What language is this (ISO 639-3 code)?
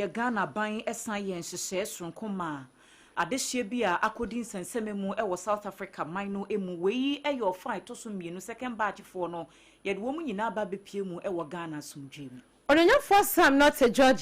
aka